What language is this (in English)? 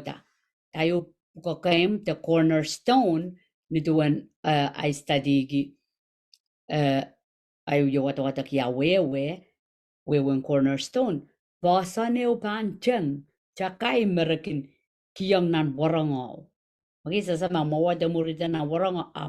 Pohnpeian